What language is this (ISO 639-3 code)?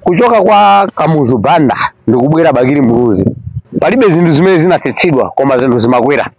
nya